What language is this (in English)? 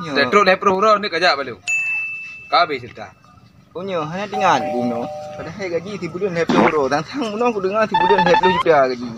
Achinese